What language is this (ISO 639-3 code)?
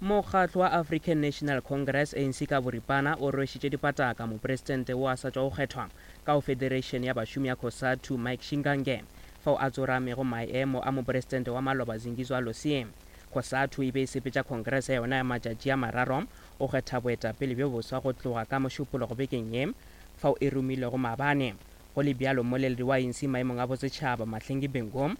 nso